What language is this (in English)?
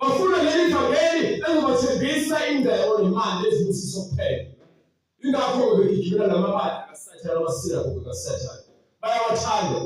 Zulu